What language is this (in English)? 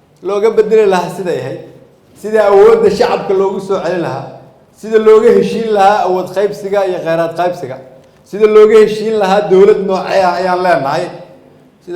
Somali